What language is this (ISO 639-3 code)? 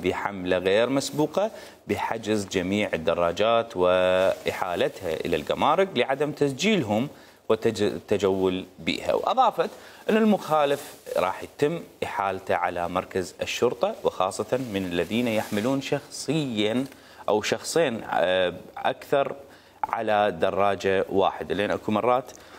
acm